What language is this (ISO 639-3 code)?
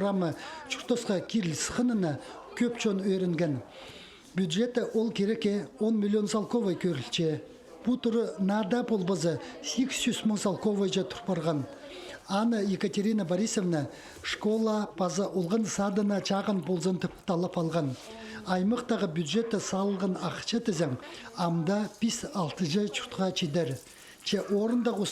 kjh